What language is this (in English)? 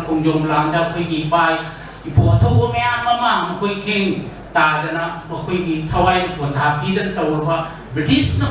Manipuri